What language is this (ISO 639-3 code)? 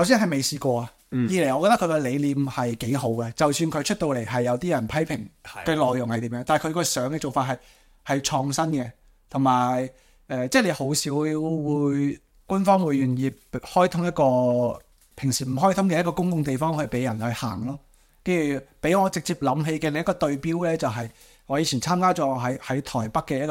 yue